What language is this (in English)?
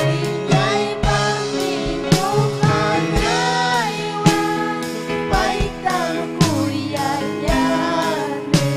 Ayacucho Quechua